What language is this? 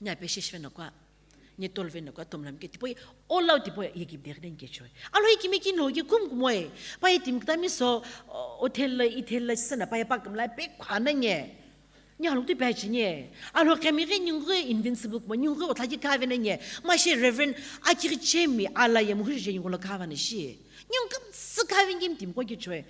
Sumi Naga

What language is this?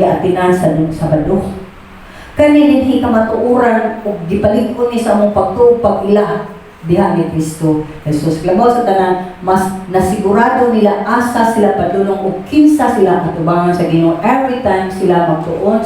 Cebuano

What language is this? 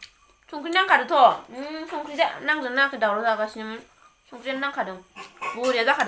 Bodo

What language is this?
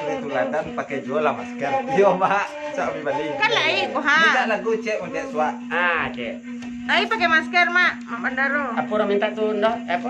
Minangkabau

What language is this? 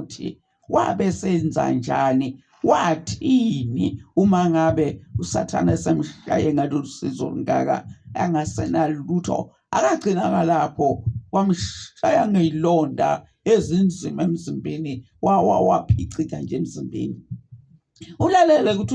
Zulu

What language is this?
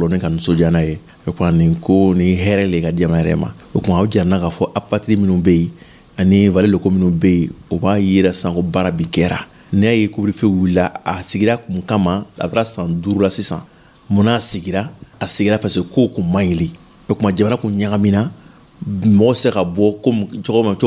Dyula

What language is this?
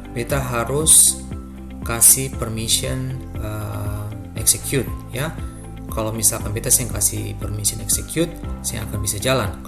Ambonese Malay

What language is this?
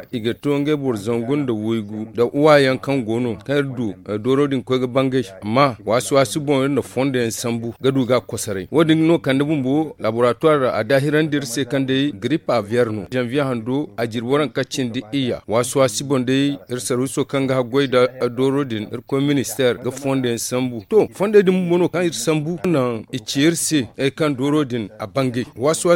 Zarma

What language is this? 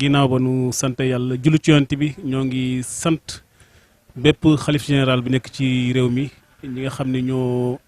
Wolof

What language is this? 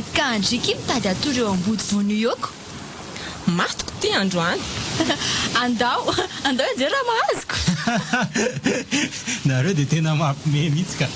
Malagasy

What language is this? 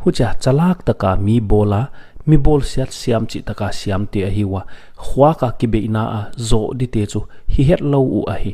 Paite Chin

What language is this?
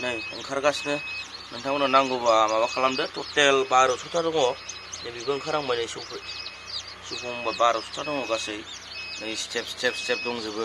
Bodo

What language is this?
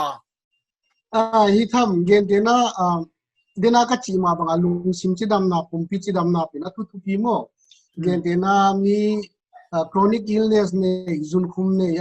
Paite Chin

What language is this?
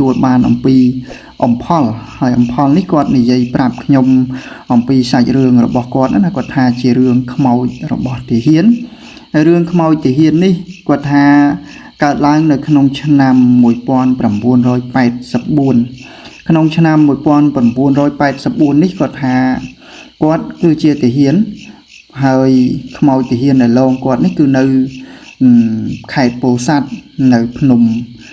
Khmer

